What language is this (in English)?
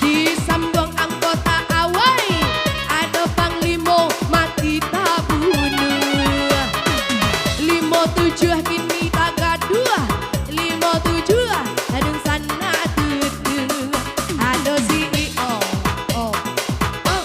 Minangkabau